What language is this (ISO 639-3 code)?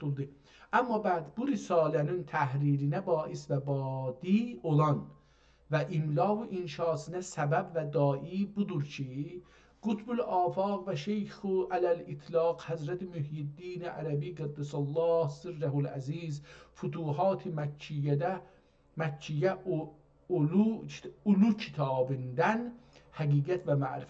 azb